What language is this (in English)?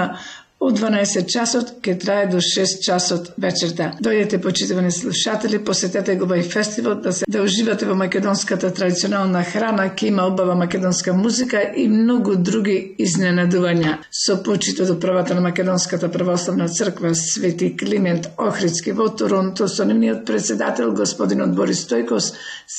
Macedonian